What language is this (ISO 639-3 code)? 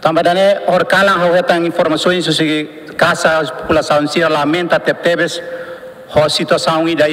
tet